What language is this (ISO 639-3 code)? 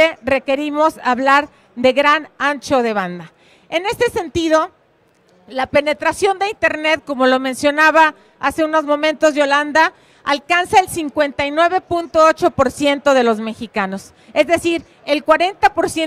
spa